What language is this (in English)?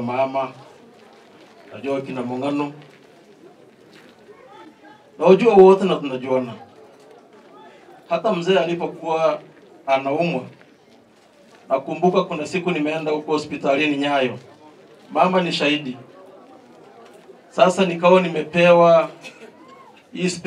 Swahili